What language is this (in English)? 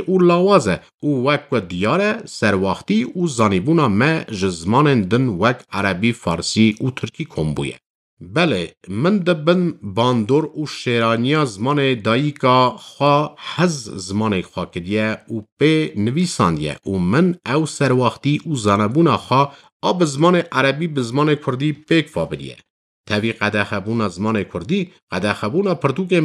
Kurdish